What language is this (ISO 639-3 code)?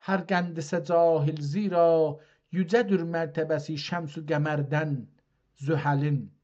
azb